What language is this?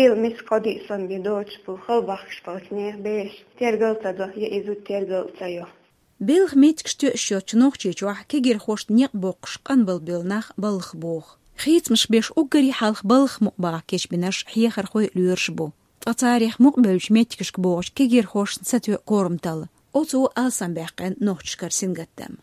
Chechen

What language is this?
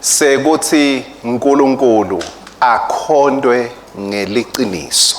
Swati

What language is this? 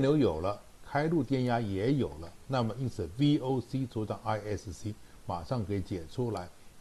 Chinese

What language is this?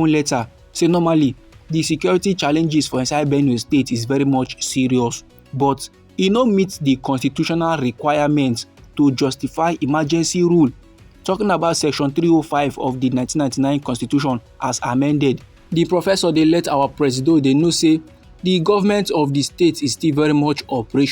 Nigerian Pidgin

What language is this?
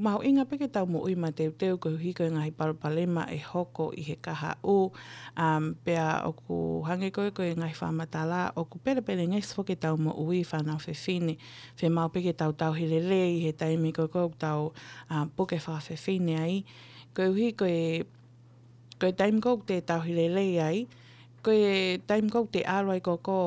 Tongan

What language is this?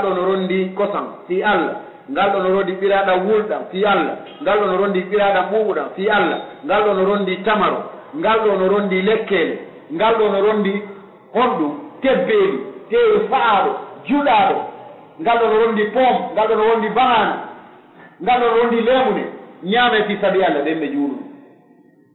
Pular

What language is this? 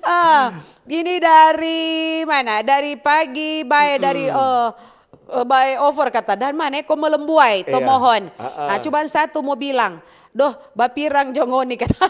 Manado Malay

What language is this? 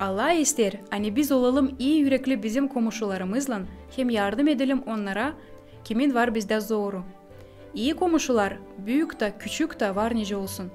Gagauz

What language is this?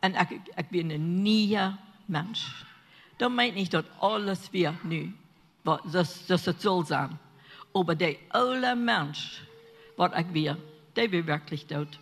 Plautdietsch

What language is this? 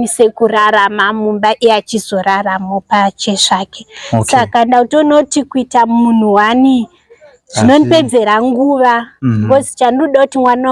Shona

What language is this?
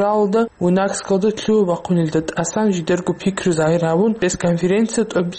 Avaric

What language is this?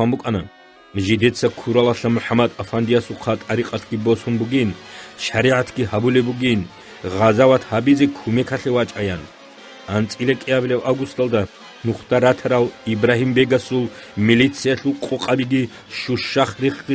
Avaric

